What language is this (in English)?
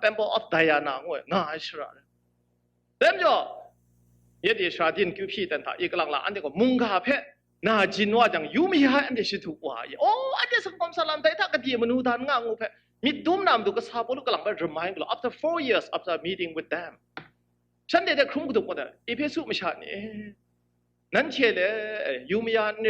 Kachin